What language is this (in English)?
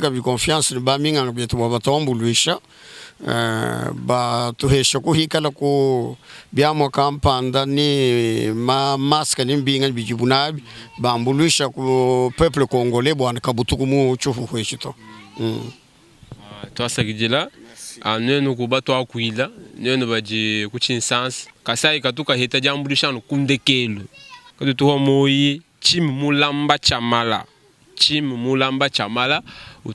Luba-Lulua